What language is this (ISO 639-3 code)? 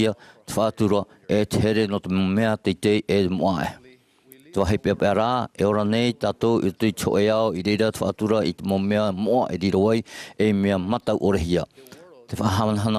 tah